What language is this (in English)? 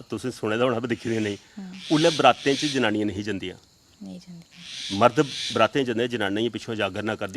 Dogri